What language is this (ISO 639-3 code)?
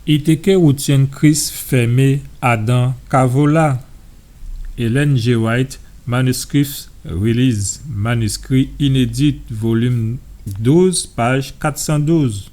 gcf